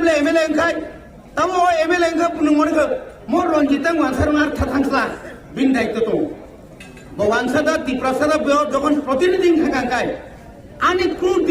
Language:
Kok Borok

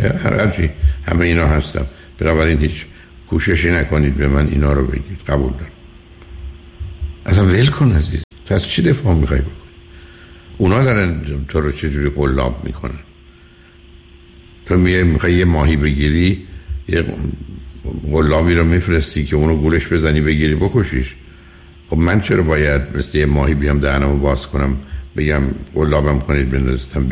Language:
Persian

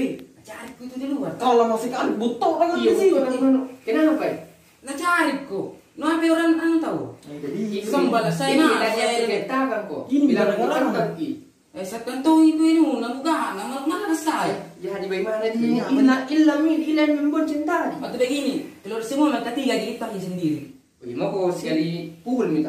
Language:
Makassar Malay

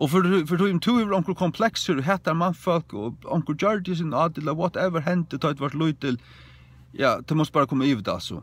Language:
Faroese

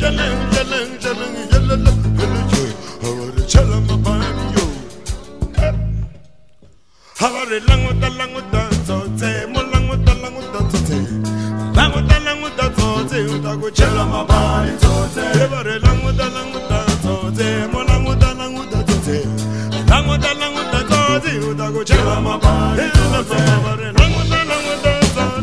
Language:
Swahili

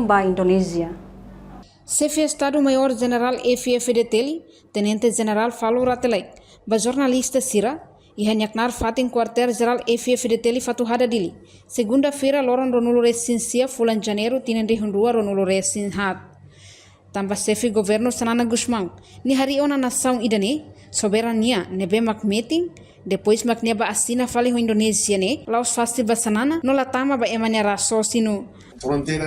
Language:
Tetum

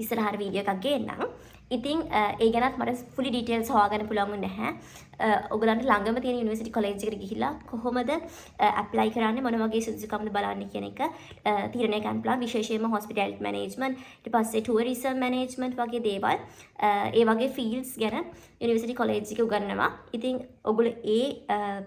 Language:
Sinhala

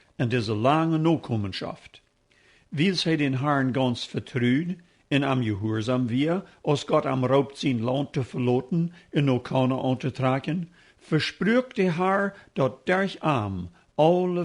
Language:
Plautdietsch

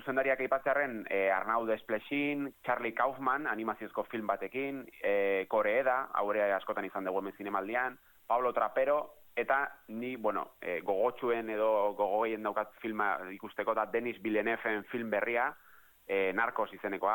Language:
Basque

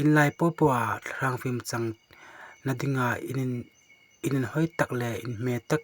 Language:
Hmar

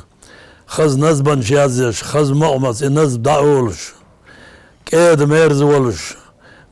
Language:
Ingush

